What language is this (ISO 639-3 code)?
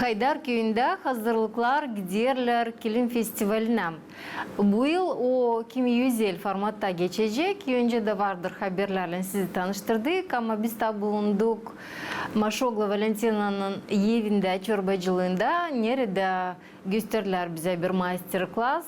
gag